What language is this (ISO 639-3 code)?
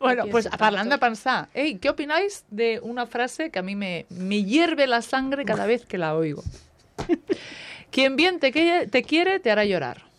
cat